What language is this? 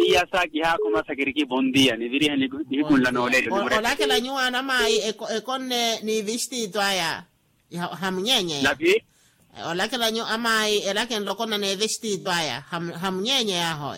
Makhuwa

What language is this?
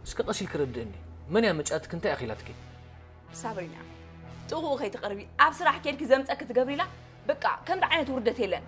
Tigrinya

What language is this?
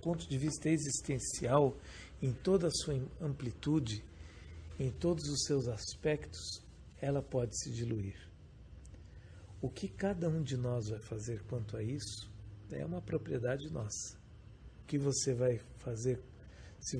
Portuguese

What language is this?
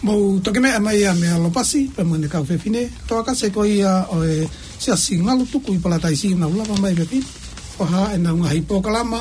Tongan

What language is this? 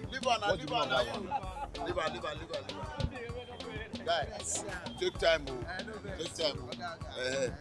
Nigerian Pidgin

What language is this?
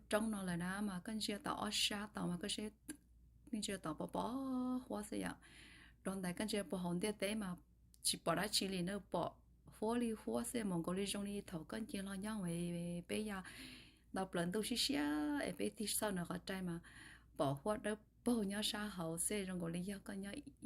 Hmong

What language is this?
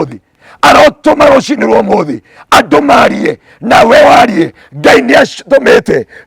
Kikuyu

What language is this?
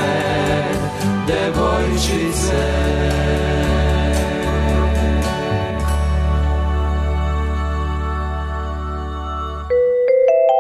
Serbian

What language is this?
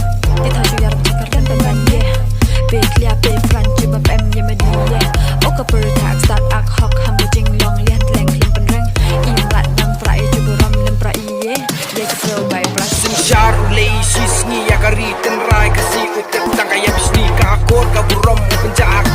Khasi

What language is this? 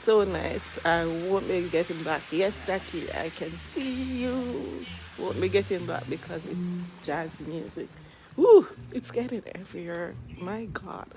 Jamaican Creole English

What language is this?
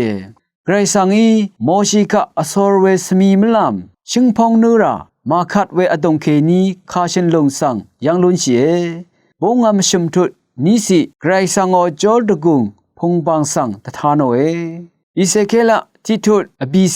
Rawang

